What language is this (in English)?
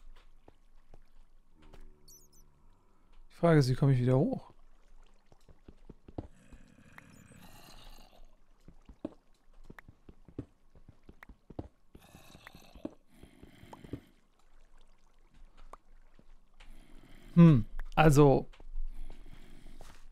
German